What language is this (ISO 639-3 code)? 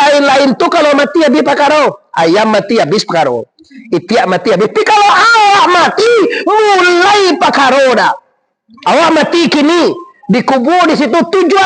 min